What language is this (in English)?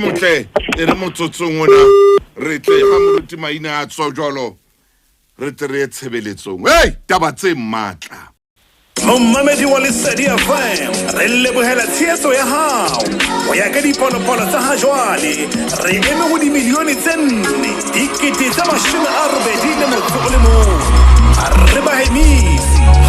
Southern Sotho